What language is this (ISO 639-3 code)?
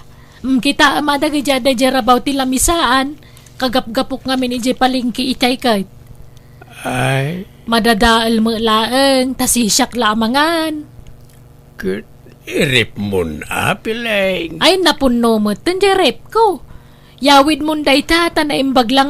ilo